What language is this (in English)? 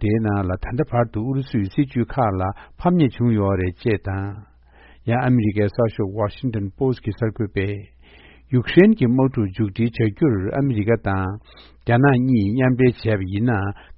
Tibetan